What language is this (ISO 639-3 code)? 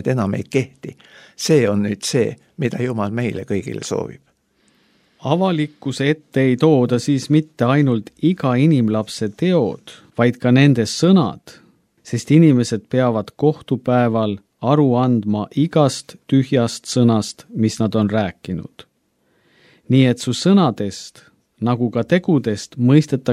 est